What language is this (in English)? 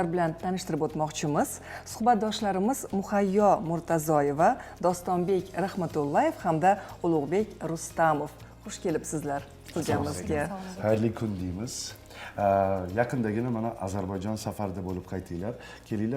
Uzbek